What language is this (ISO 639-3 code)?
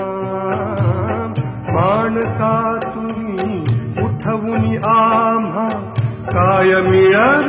mar